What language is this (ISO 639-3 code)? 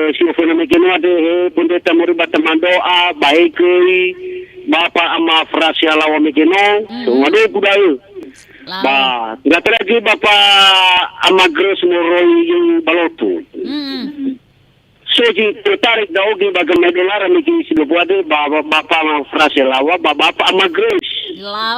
nia